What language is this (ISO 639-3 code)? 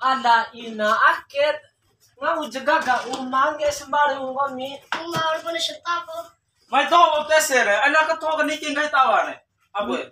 bhp